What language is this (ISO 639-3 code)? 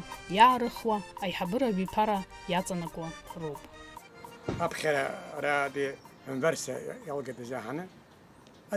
abk